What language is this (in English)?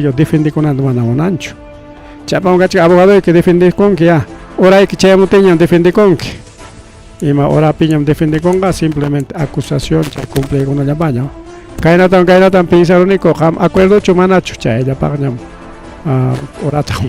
Ayacucho Quechua